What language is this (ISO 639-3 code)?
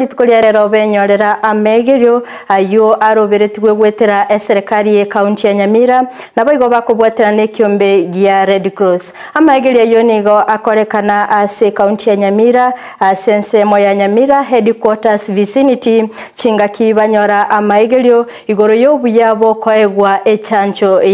guz